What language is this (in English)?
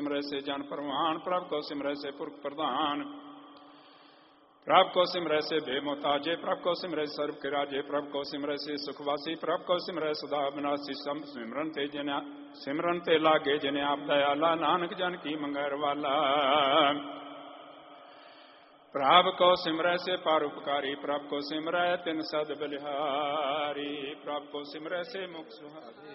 Punjabi